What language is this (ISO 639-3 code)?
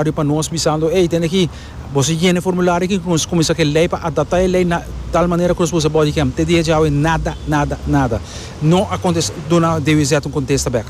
pap